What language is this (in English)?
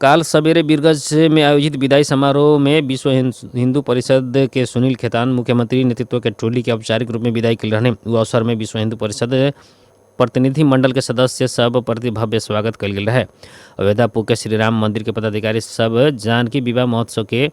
Bhojpuri